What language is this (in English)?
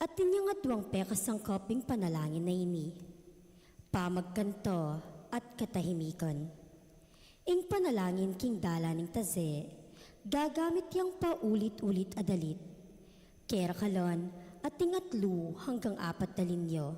Pampanga